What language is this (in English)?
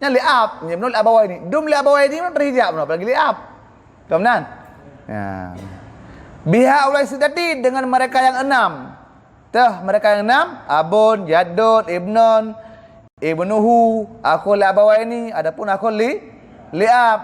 Achinese